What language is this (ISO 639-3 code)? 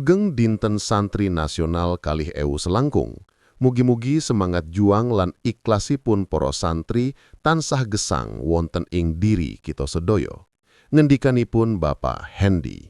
jav